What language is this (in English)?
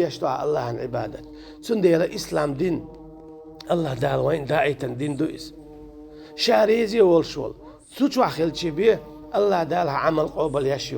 Chechen